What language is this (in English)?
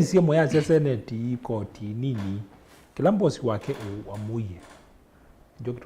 Kamba